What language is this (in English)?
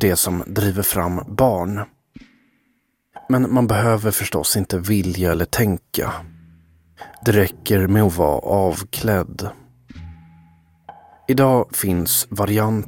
Swedish